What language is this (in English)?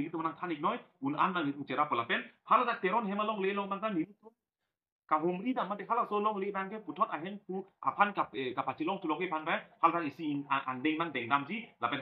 Karbi